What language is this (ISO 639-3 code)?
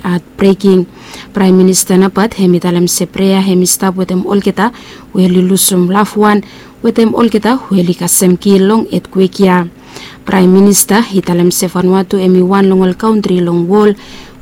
bis